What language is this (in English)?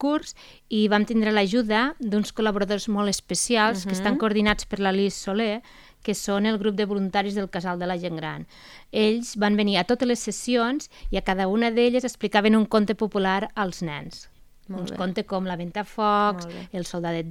Catalan